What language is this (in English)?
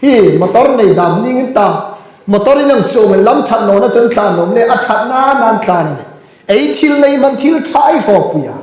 Hmar